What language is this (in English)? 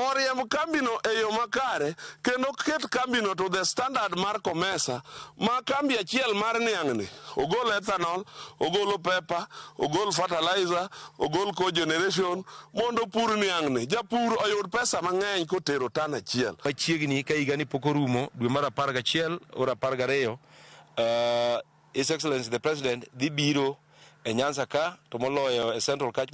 Luo (Kenya and Tanzania)